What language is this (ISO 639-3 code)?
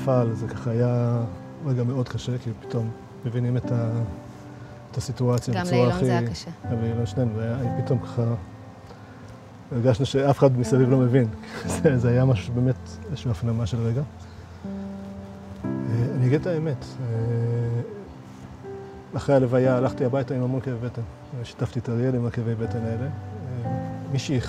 heb